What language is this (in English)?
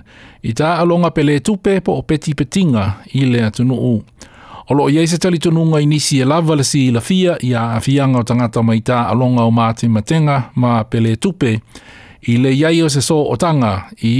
Samoan